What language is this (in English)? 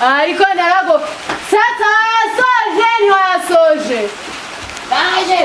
Kinyarwanda